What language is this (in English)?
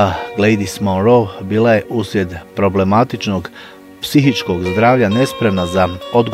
Bosnian